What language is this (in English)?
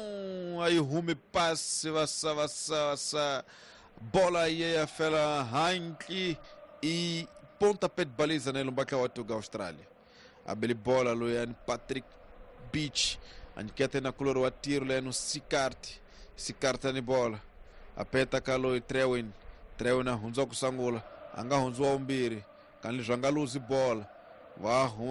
Tsonga